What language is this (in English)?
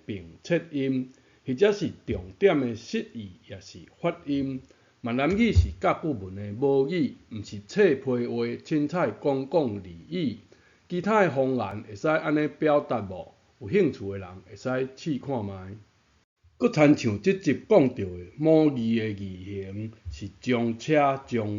Min Nan Chinese